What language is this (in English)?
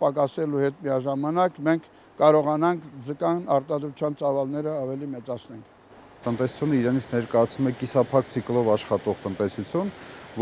Armenian